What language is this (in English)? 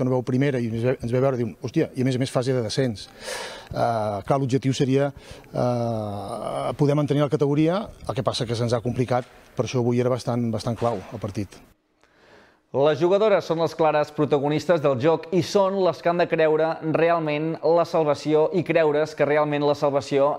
Catalan